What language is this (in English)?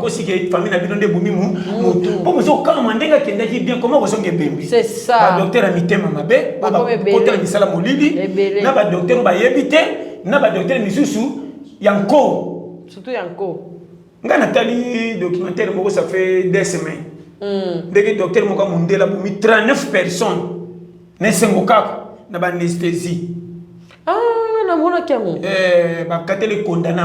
Lingala